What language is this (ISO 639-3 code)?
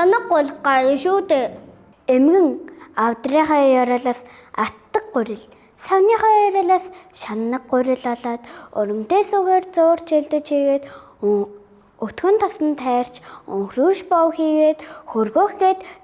mon